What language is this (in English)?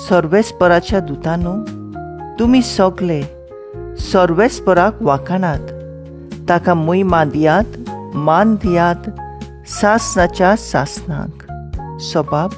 Konkani